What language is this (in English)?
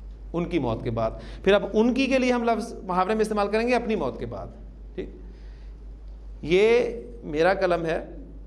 Urdu